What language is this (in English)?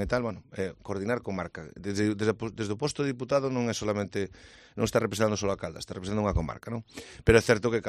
Galician